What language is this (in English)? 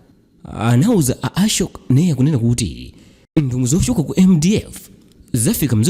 Nyanja